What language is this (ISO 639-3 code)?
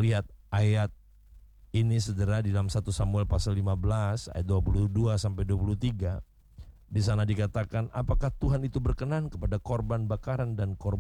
ind